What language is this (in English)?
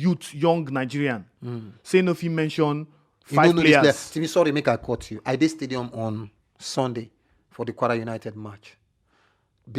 Nigerian Pidgin